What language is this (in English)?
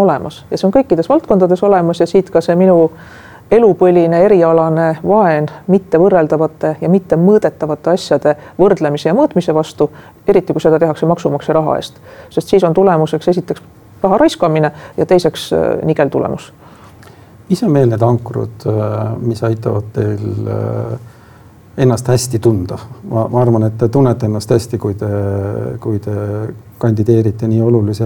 Estonian